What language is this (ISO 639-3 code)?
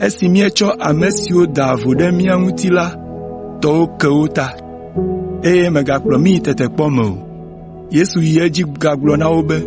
ewe